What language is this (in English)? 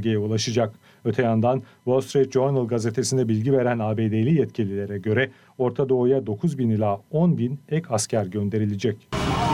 Turkish